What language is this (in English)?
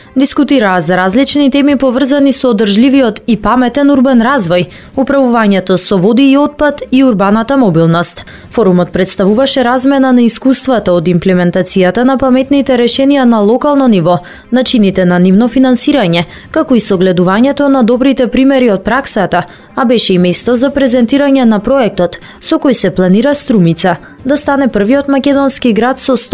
Macedonian